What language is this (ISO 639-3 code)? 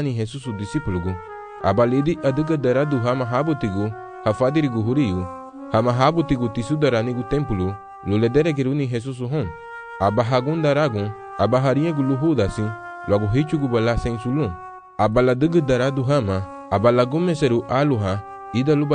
cab